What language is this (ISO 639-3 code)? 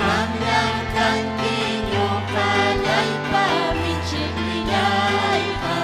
quy